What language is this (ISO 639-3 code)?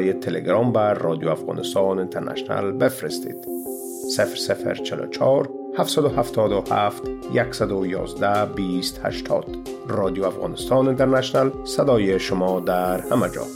fas